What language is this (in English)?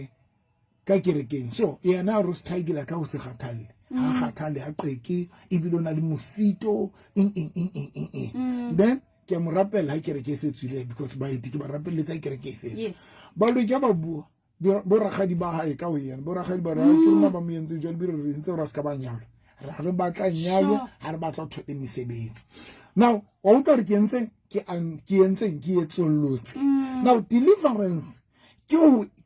Southern Sotho